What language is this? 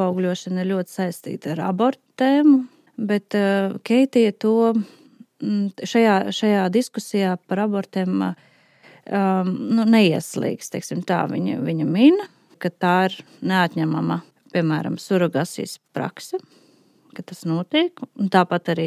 Latvian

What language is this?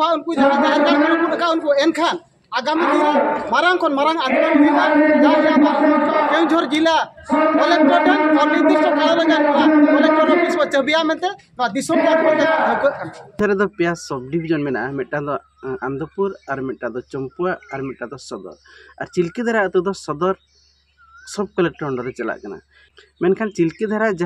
Santali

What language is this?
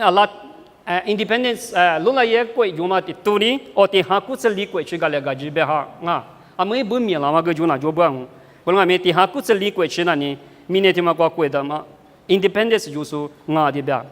Lisu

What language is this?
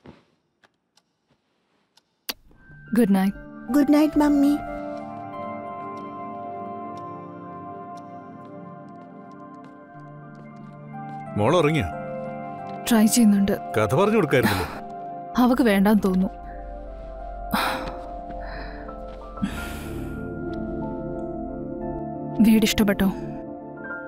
Malayalam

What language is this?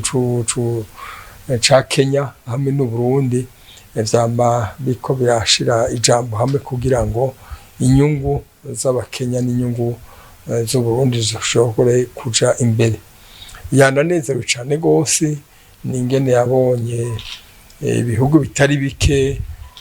Rundi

